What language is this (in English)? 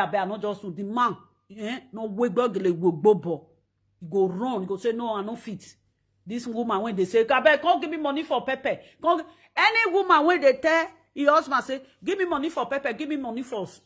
Nigerian Pidgin